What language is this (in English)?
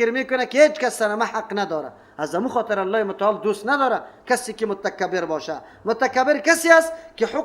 Persian